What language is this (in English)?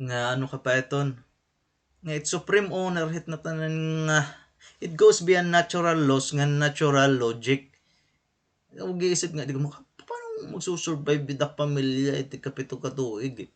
Waray